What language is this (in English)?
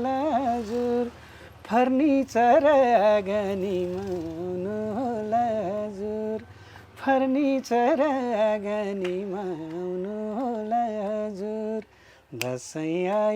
Nepali